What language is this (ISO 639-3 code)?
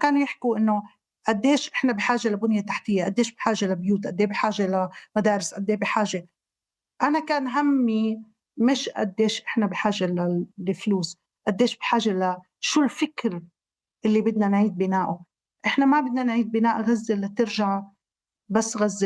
apc